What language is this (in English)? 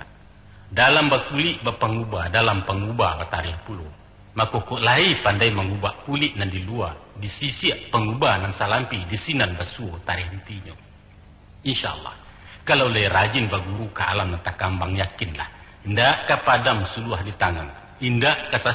Minangkabau